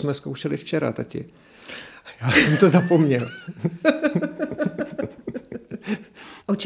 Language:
Czech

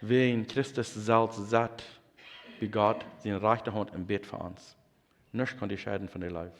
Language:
Plautdietsch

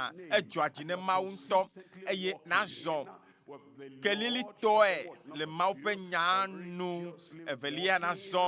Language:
Ewe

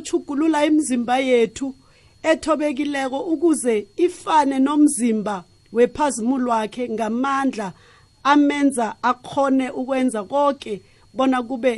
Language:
South Ndebele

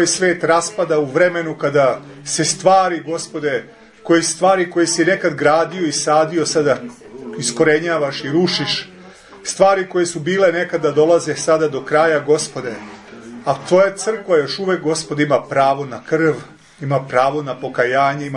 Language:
Serbian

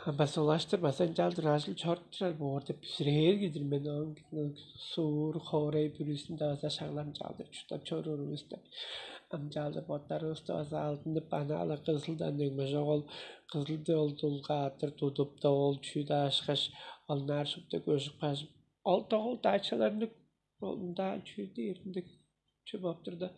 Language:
Tuvinian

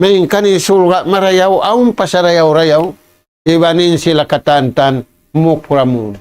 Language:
Tausug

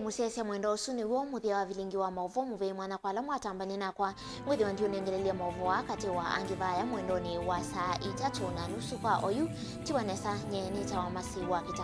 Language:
Kamba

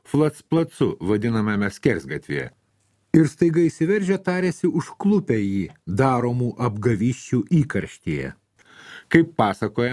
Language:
Lithuanian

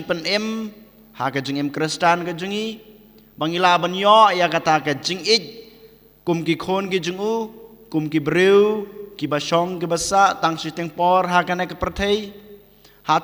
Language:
Khasi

